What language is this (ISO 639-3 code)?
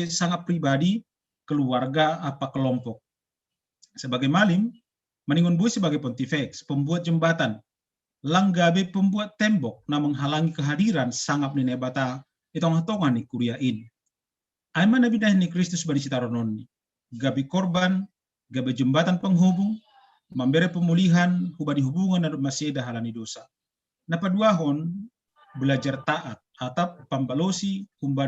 bts